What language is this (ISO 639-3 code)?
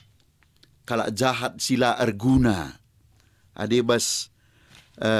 btx